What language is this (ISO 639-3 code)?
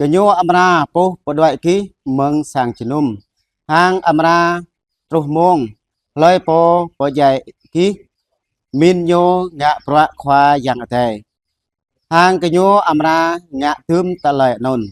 jra